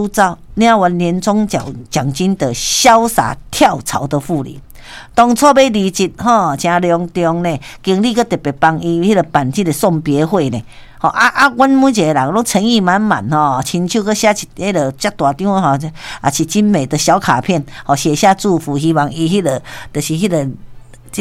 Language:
Min Nan Chinese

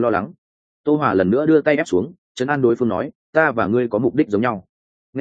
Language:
Vietnamese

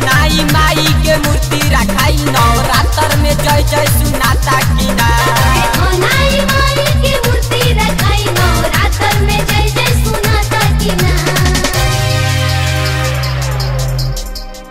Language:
Bhojpuri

